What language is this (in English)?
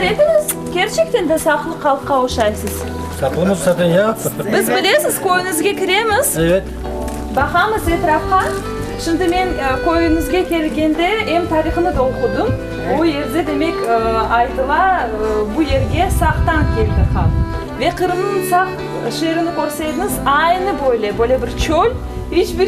Crimean Tatar